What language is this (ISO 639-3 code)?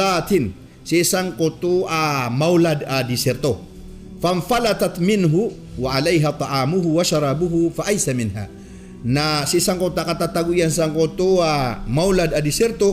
mrw